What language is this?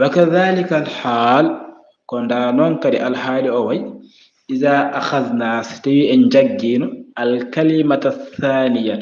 Fula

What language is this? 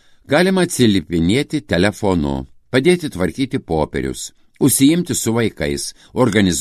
Lithuanian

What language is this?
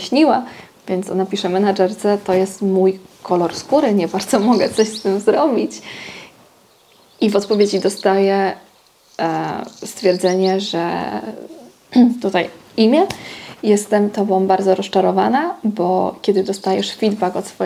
Polish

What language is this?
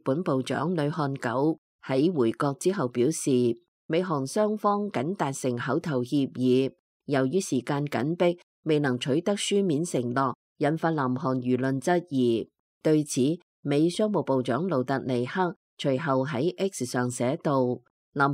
Cantonese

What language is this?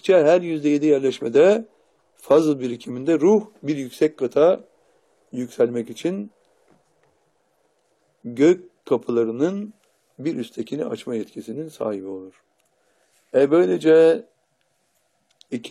Turkish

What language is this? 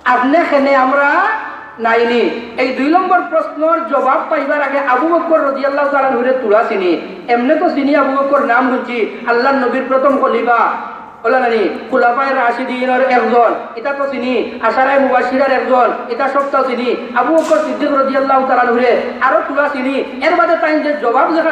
Sylheti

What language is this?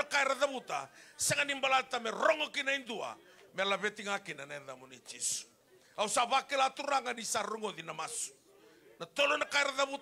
Fijian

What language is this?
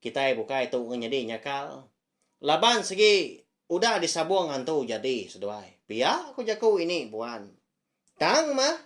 Iban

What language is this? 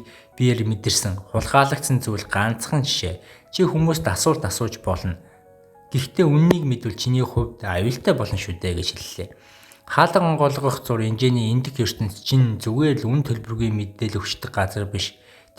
Mongolian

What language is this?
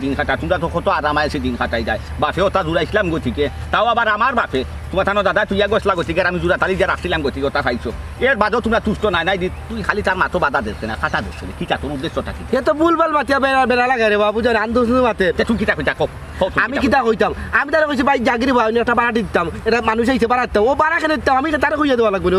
Sylheti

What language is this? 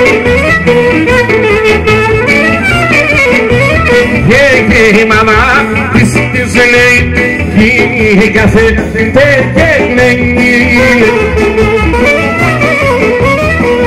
Greek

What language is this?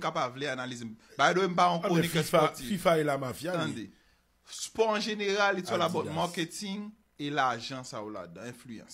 Haitian Creole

